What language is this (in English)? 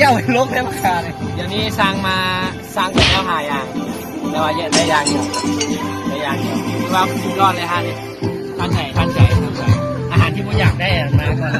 Lao